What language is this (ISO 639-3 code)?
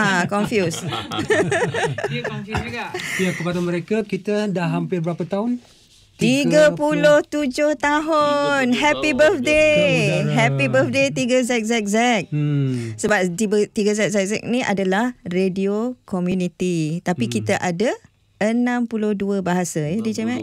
msa